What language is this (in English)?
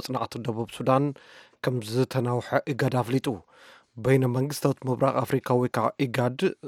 Tigrinya